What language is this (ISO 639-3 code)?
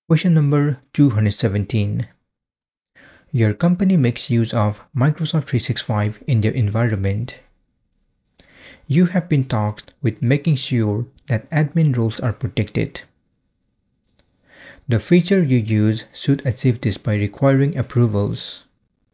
eng